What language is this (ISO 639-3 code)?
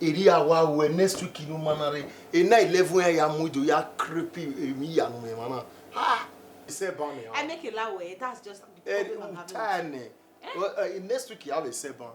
bin